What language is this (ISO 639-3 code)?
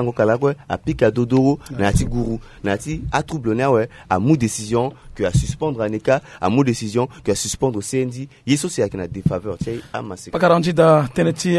sag